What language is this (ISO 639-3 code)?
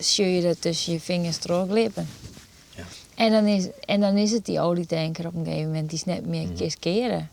fry